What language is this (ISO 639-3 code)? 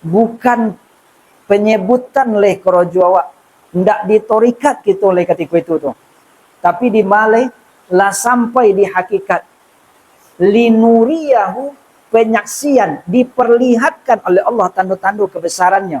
min